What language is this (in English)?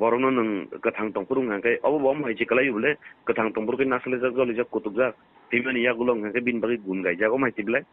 Kok Borok